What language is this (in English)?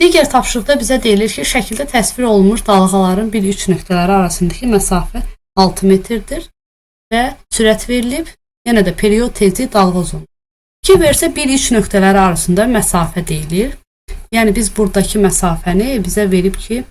Azerbaijani